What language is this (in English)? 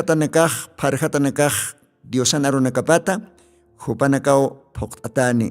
Aymara